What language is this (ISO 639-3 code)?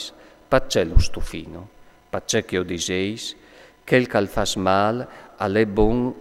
fur